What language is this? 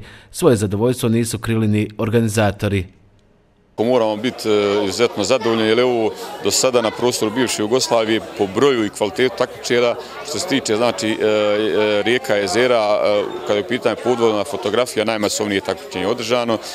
Bosnian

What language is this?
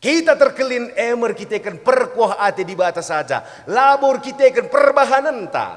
Batak Karo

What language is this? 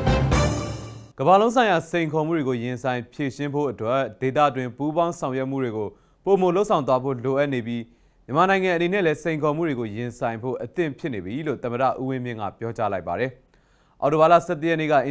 Burmese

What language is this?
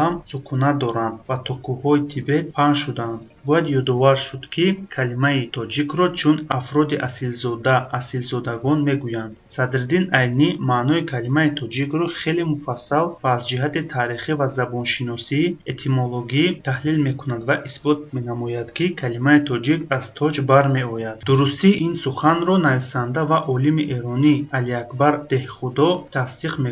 Tajik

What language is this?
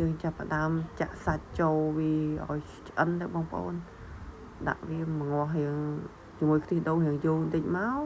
Khmer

